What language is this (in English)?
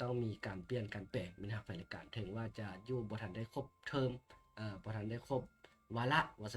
Lao